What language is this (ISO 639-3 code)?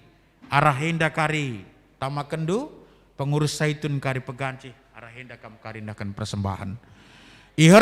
btx